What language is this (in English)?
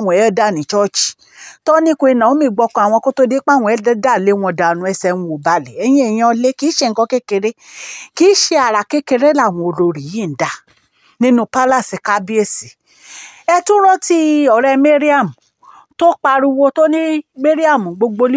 Yoruba